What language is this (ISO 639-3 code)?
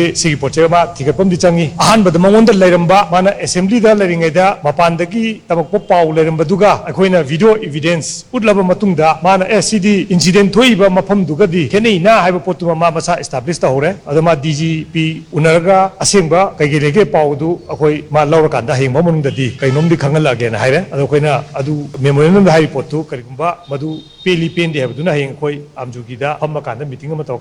mni